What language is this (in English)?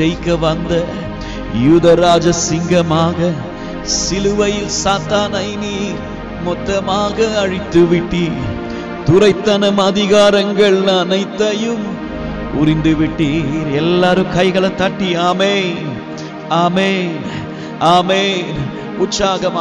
Tamil